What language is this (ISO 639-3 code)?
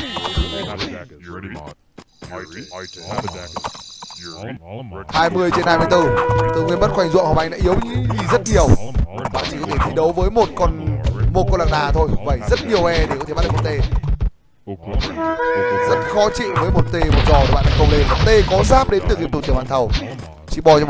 vie